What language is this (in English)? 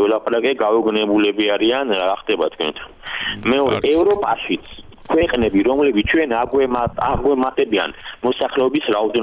Georgian